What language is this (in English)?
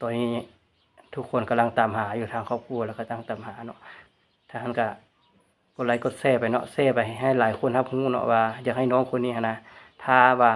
Lao